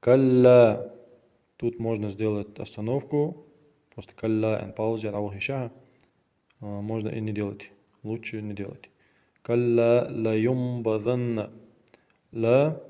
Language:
Ingush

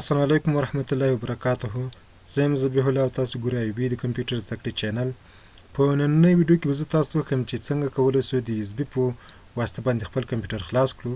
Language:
Pashto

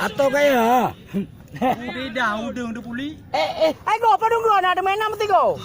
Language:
Achinese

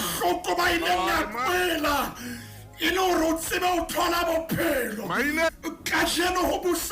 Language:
Southern Sotho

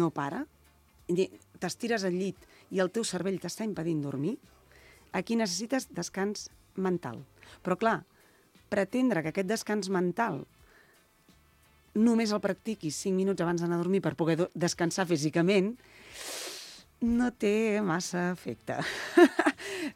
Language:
Catalan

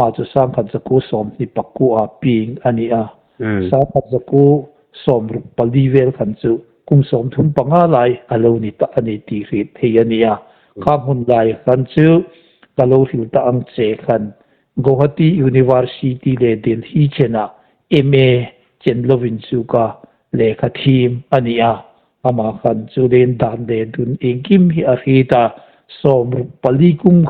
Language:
Hmar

